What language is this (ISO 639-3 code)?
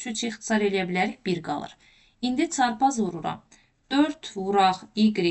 aze